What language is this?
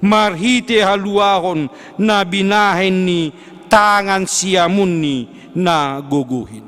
Batak Simalungun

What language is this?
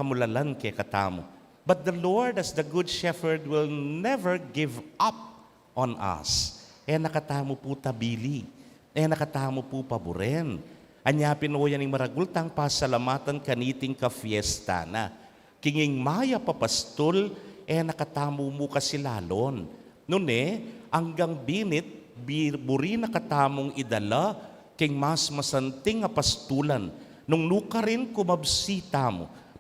Pampanga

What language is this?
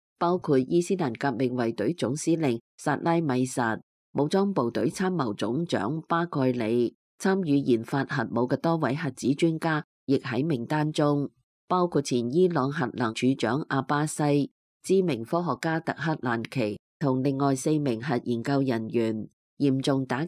Cantonese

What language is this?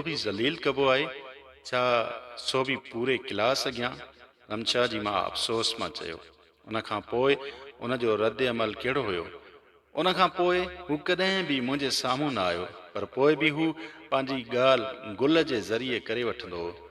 Sindhi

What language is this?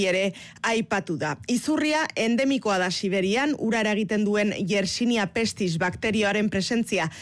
Basque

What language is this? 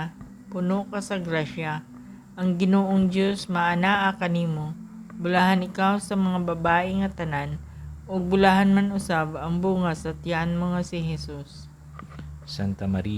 Cebuano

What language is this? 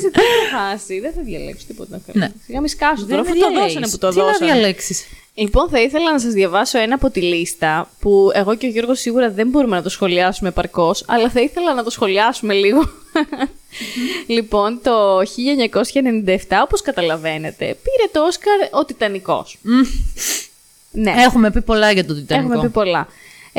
Greek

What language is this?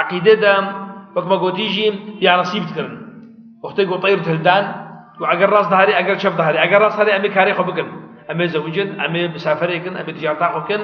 Kurdish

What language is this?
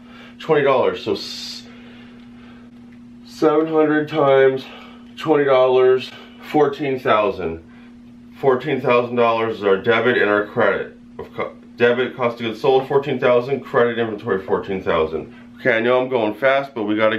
English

